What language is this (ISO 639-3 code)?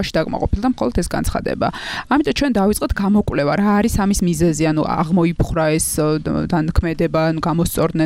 kat